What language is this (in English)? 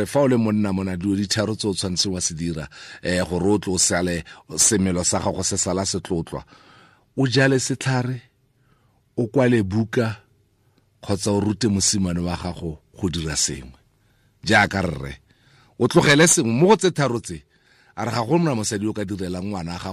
Tswana